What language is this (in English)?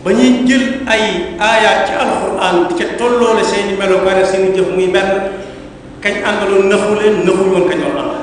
Wolof